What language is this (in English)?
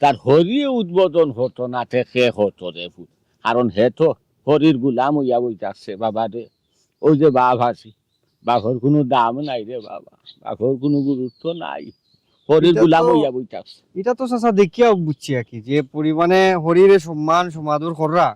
Sylheti